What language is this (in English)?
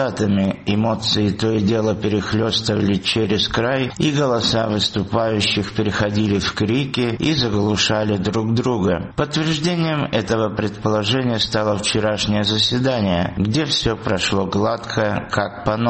Russian